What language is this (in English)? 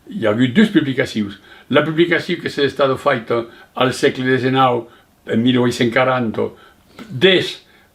Occitan